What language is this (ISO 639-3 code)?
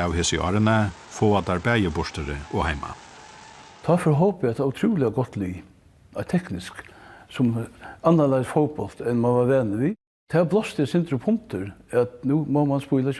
fao